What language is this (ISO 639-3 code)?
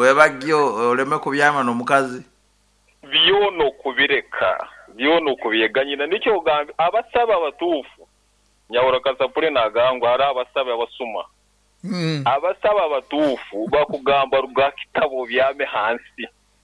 nyn